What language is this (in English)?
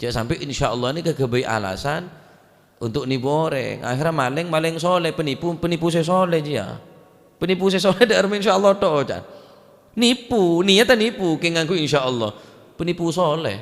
Madurese